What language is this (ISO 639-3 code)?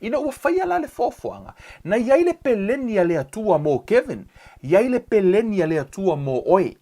smo